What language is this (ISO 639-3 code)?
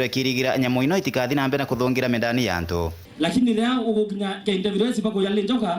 mer